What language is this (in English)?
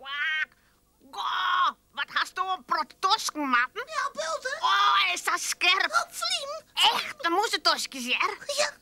Western Frisian